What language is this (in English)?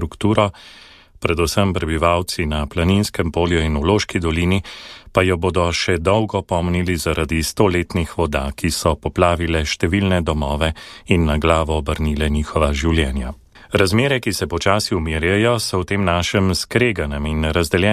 Slovenian